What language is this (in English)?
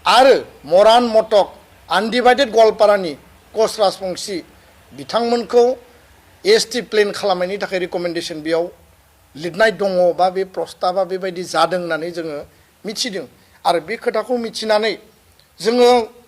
Bodo